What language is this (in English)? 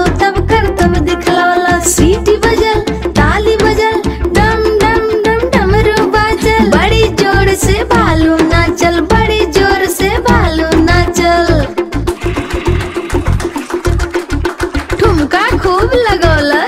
Bhojpuri